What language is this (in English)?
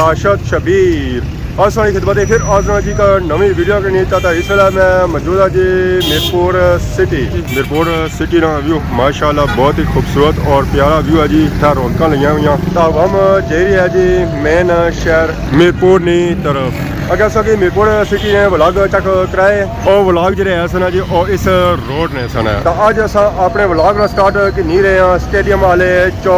Pahari-Potwari